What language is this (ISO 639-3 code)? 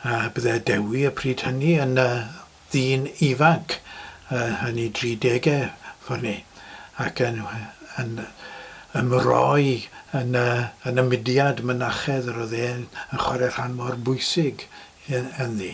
cym